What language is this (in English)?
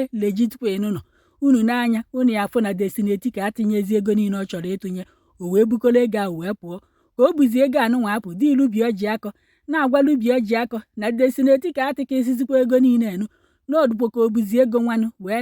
Igbo